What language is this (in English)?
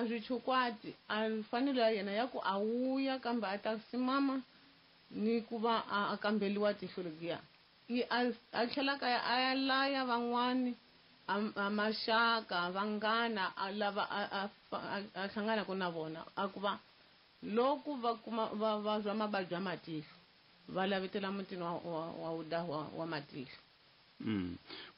Tsonga